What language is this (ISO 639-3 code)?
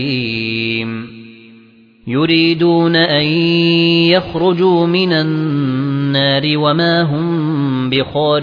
ara